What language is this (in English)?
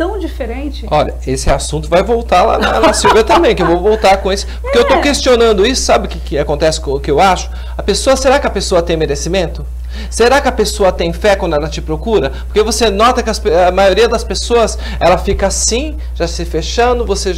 Portuguese